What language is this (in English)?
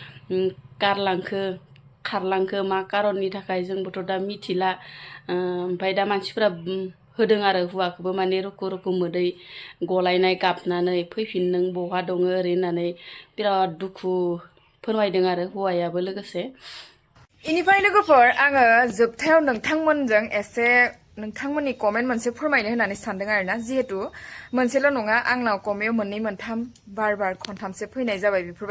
Bodo